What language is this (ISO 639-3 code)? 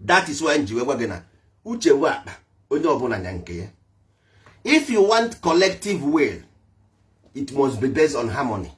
ibo